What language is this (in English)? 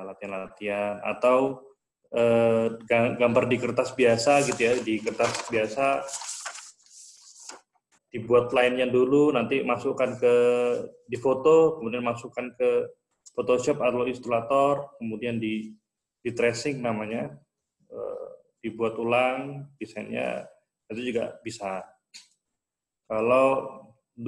Indonesian